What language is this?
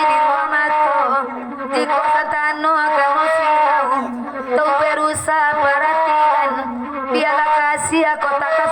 Minangkabau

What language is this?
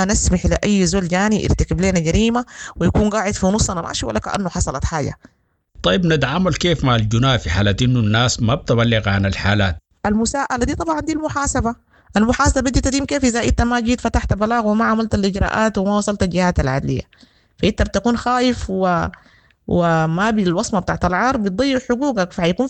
Sudanese Arabic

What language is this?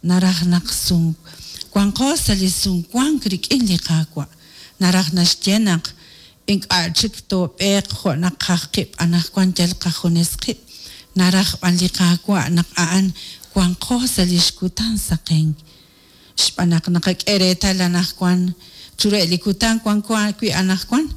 Kekchí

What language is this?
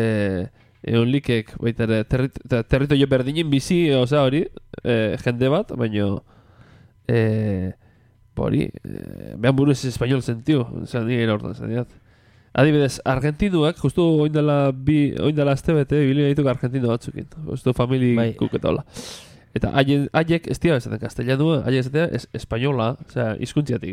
Basque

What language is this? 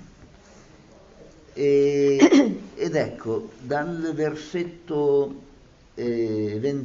Italian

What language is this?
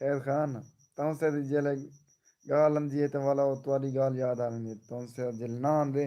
Saraiki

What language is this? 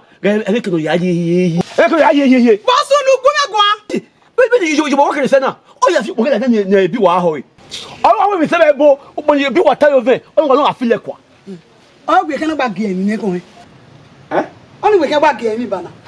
Bini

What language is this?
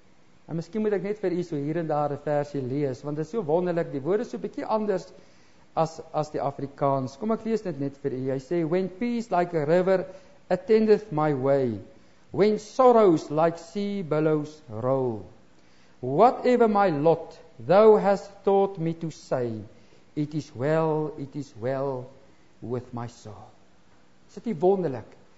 Afrikaans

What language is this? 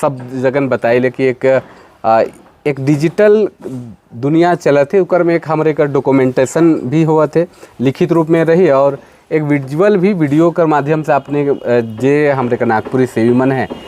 Sadri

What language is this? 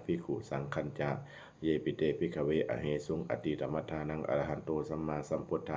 Pali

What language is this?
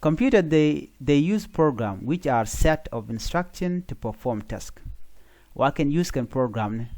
Nuer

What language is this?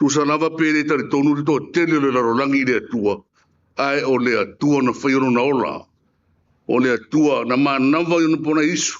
Samoan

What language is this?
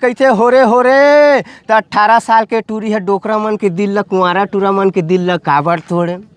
Chhattisgarhi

